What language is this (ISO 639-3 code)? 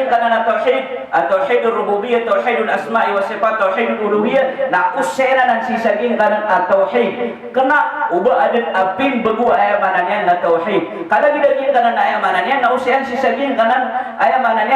mrw